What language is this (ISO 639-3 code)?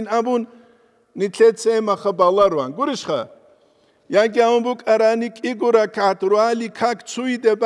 ava